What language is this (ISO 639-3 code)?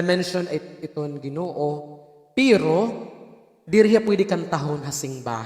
war